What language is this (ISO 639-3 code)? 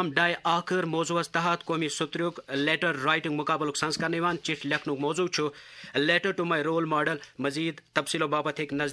kas